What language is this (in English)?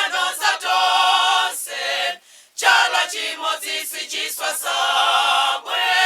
Nyanja